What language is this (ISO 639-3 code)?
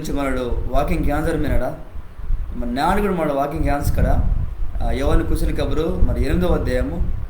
kff